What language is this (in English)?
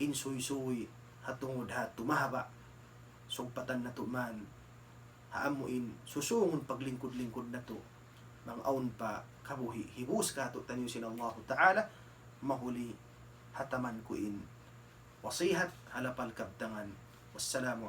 Tausug